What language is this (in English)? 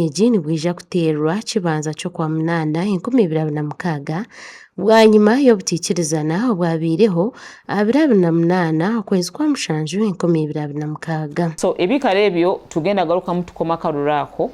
Nyankole